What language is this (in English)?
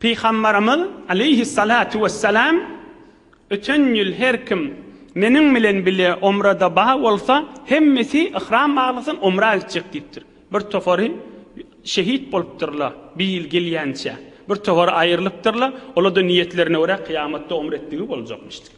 Turkmen